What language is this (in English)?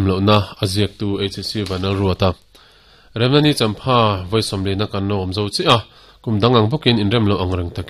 Mizo